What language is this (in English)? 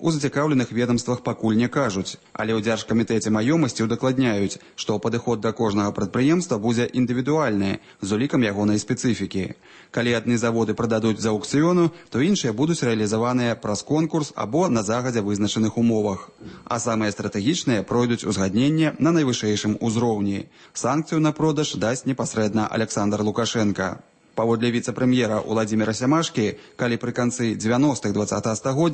Belarusian